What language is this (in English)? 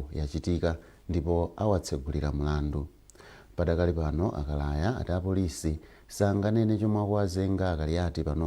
Nyanja